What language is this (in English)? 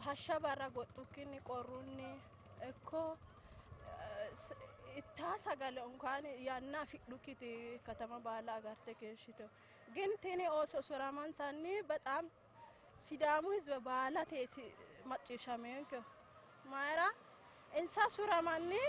Sidamo